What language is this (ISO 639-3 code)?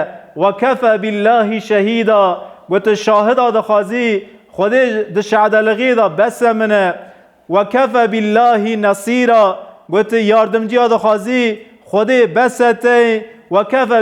kur